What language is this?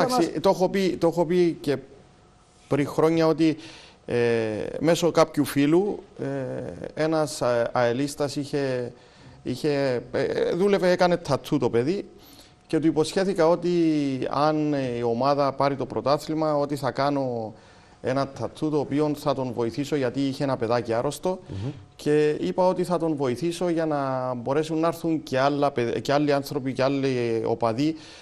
Greek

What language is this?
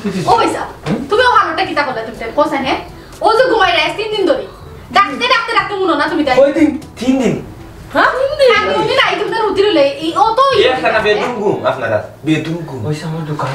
Sylheti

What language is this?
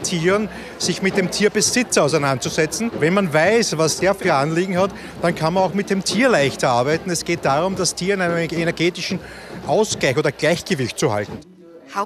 German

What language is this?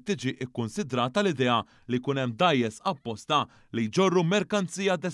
Maltese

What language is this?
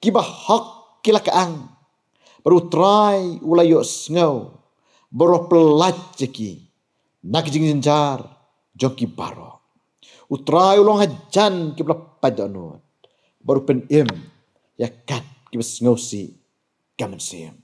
Khasi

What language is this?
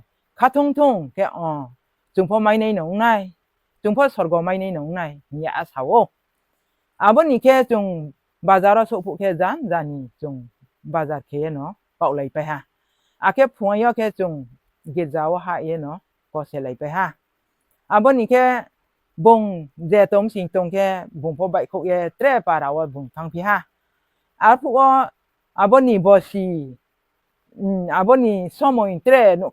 Riang (India)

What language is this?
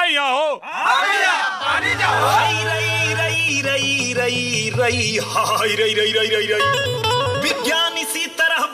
Bhojpuri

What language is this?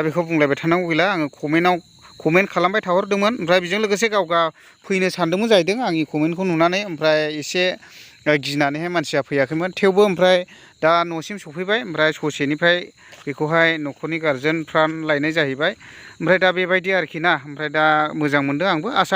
Bodo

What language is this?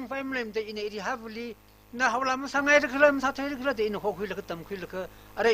Tangkhul Naga (India)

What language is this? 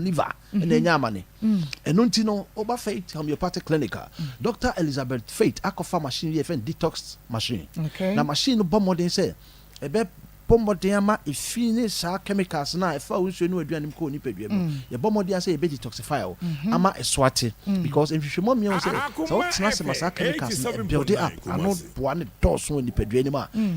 Akan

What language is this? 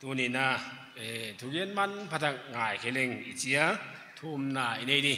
Paite Chin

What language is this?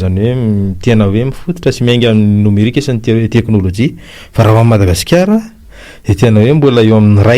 Malagasy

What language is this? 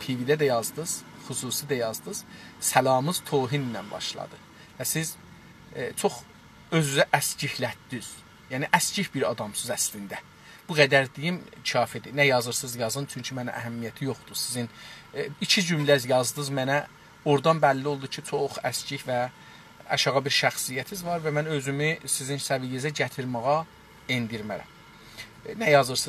South Azerbaijani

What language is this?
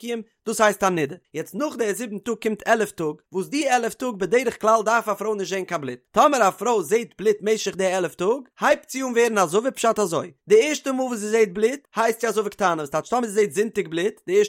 Yiddish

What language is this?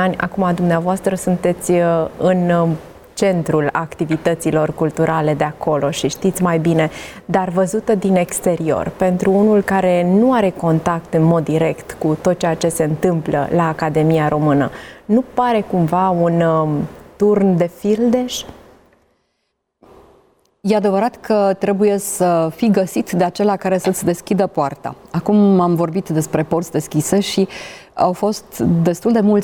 Romanian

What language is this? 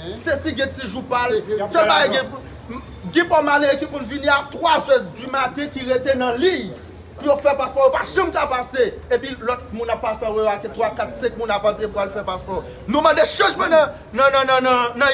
Haitian Creole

